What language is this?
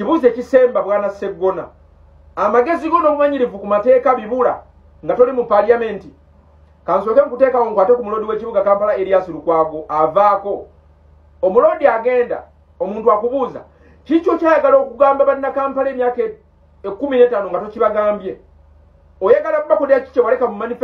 Ganda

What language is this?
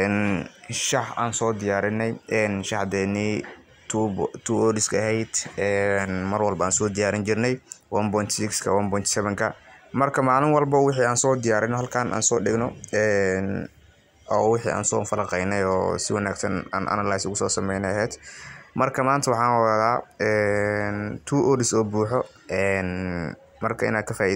Somali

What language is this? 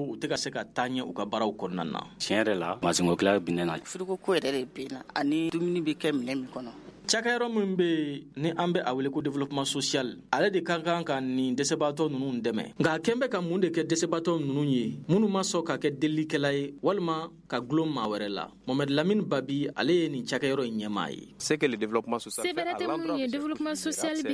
Bambara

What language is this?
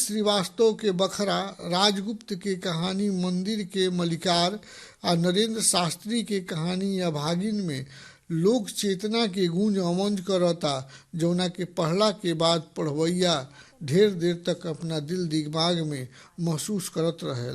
Bhojpuri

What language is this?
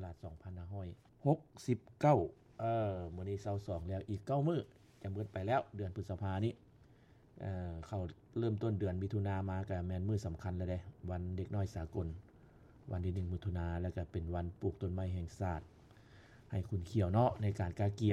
Lao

